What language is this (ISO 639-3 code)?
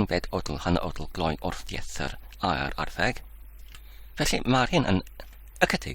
cym